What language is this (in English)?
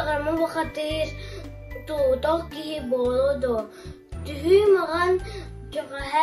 Yakut